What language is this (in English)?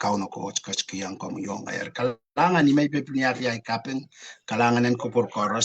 Pohnpeian